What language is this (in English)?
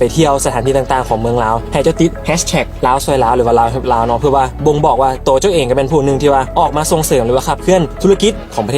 Lao